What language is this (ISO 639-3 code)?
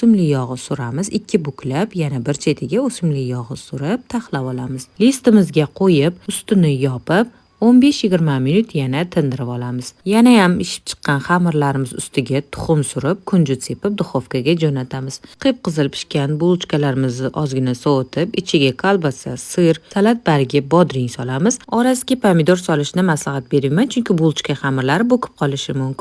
uzb